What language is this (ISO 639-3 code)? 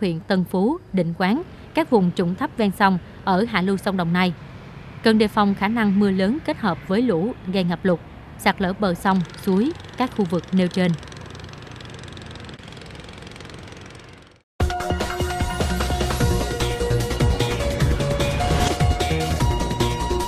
vie